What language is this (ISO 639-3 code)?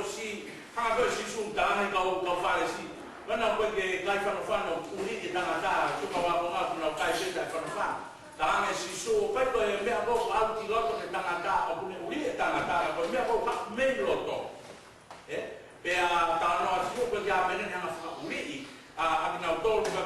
ton